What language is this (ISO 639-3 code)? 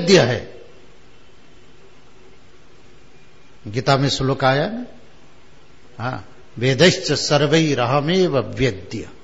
hin